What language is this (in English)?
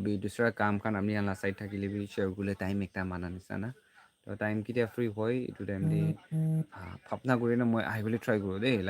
Naga Pidgin